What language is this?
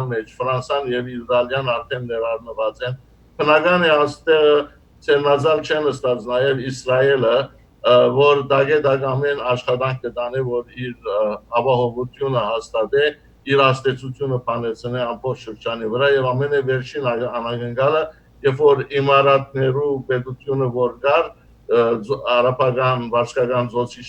Western Armenian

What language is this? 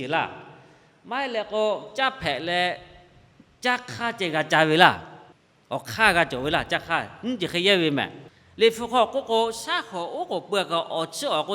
Lahu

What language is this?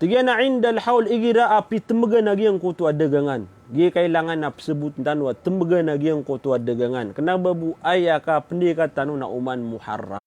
Maranao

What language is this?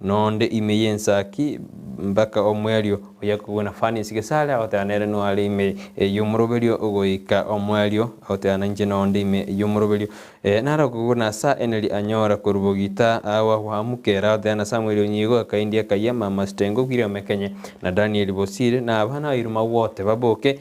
Gusii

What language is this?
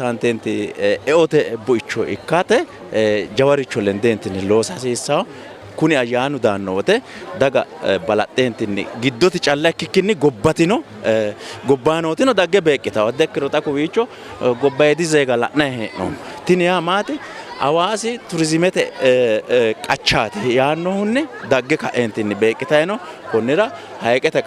Sidamo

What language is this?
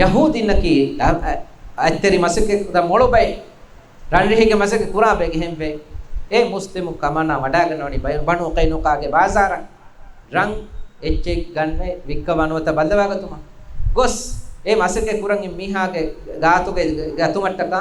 Divehi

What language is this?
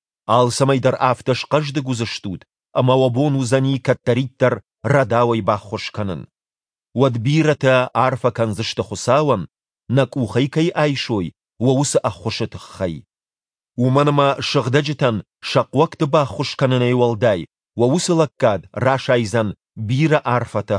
Ossetic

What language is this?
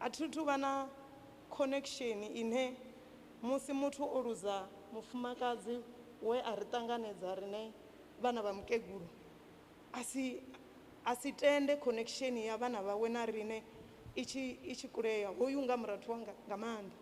Venda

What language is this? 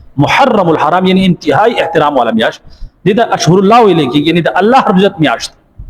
Pashto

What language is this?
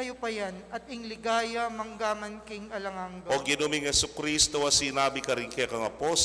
Pampanga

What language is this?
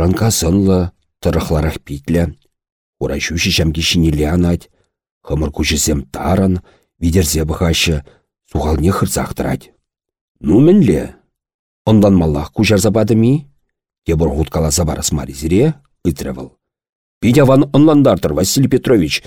Chuvash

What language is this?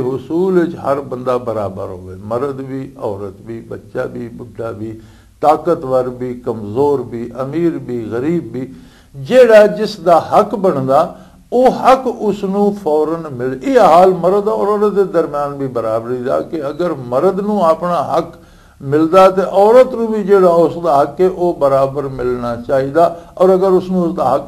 Western Panjabi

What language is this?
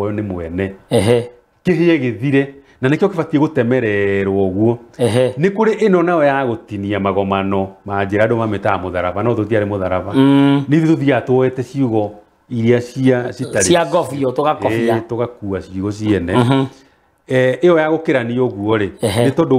Kikuyu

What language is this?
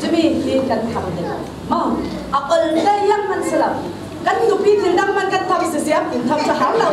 Falam Chin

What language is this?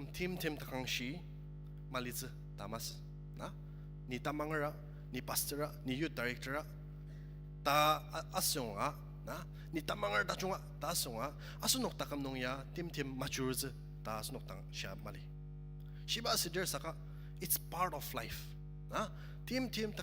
Ao Naga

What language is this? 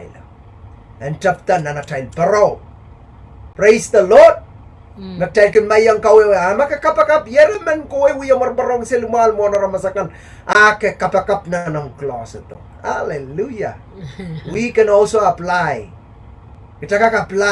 Pohnpeian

